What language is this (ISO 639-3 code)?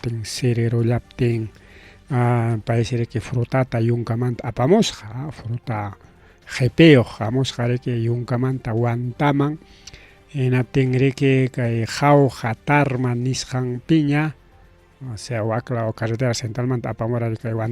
quy